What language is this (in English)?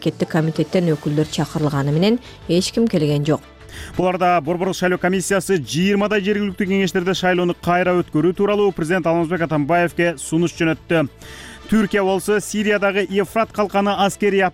Kyrgyz